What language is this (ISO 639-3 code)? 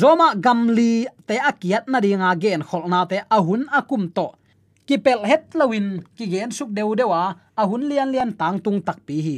ctd